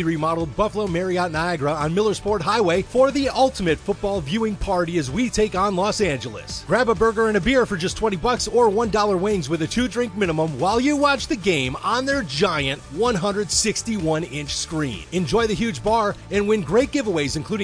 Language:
English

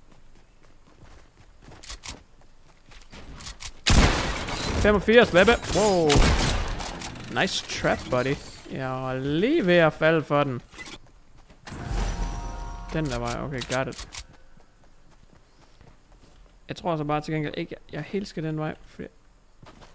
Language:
Danish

